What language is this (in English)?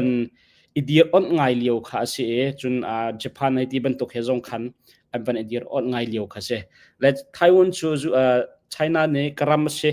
Hakha Chin